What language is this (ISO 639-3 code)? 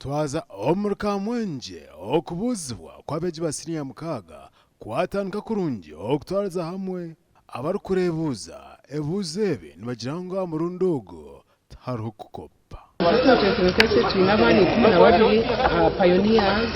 nyn